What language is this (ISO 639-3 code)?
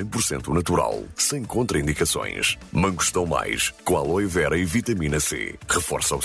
por